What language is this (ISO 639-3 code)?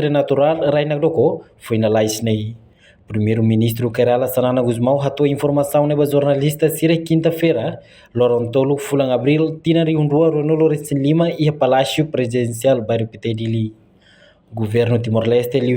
tet